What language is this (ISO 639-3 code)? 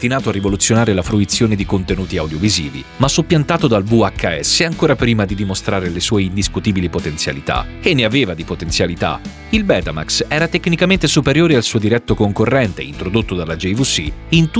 ita